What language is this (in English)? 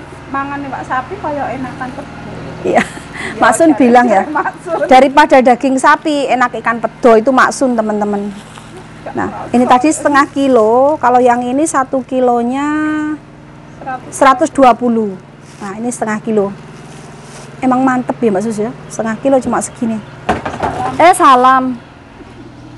Indonesian